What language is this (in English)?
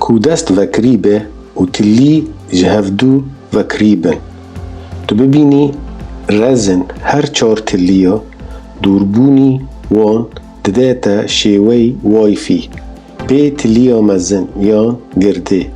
Kurdish